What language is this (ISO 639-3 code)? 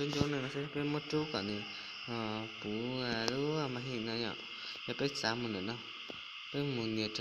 hmn